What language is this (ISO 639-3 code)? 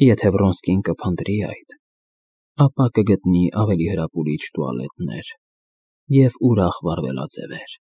hye